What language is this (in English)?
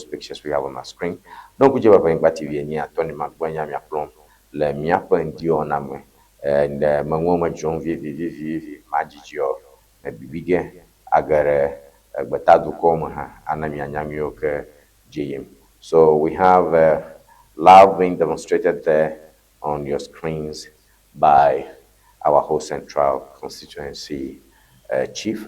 Ewe